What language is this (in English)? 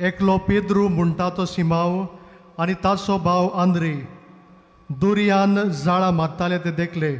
Konkani